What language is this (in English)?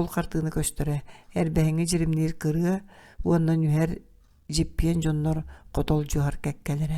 Yakut